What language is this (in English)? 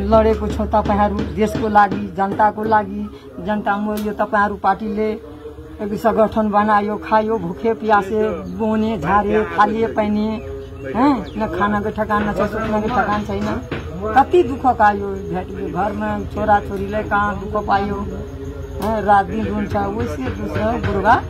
Nepali